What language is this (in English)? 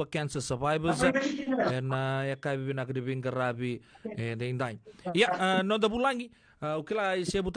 Fijian